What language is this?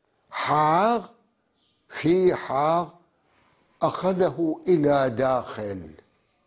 North Levantine Arabic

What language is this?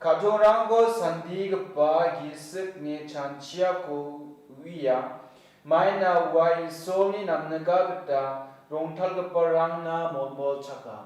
Garo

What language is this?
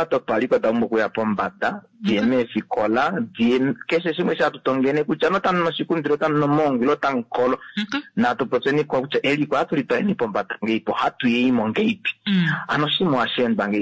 Kuanyama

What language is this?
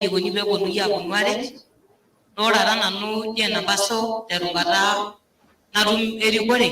Masai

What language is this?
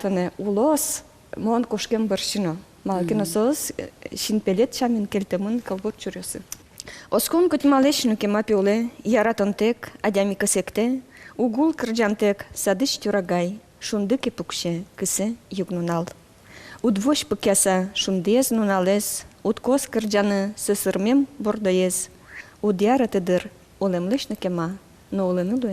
Udmurt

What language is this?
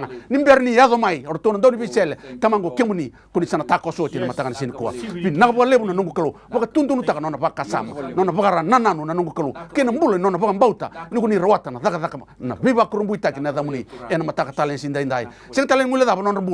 Fijian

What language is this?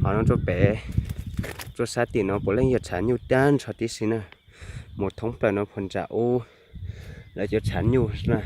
Hmong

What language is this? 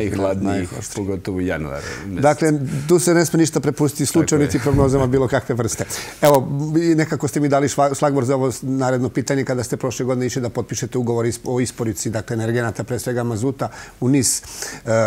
Serbian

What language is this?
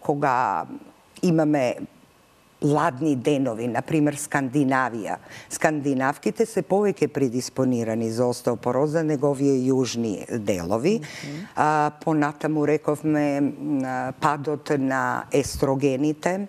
Macedonian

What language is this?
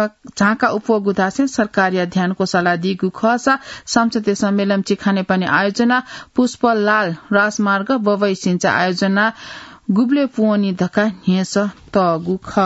Newari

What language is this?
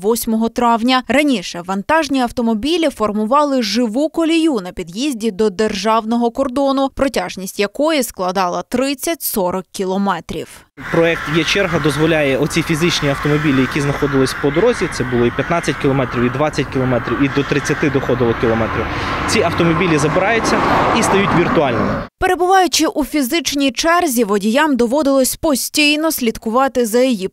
Ukrainian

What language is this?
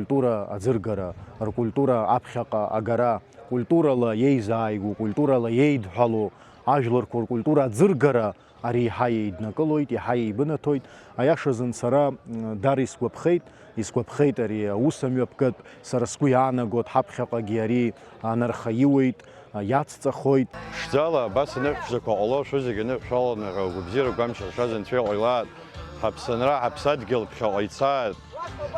Abkhazian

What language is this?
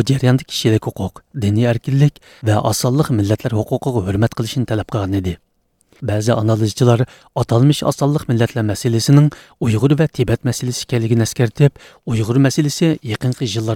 Uyghur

